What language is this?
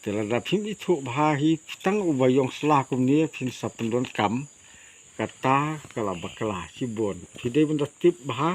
Khasi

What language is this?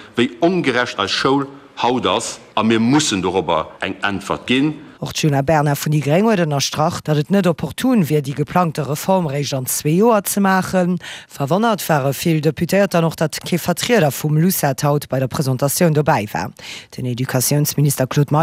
Luxembourgish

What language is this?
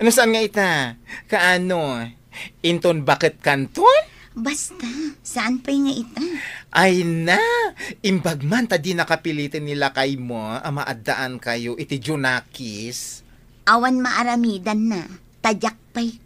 Iloko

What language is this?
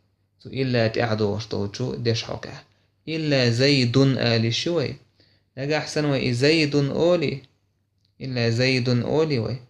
Chechen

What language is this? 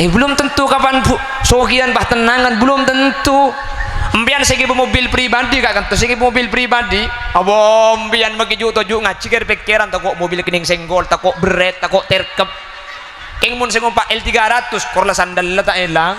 Madurese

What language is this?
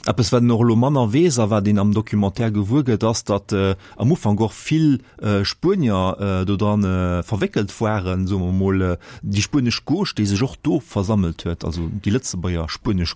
Luxembourgish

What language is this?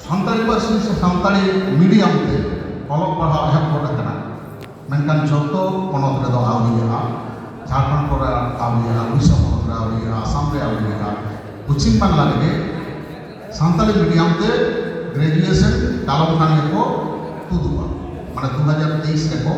Santali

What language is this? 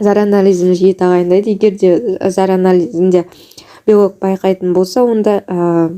Kazakh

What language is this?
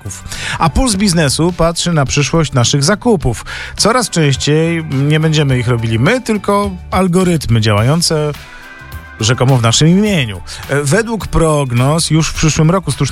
Polish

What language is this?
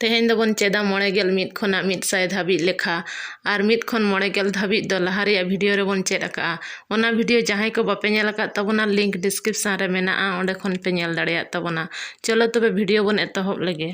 Santali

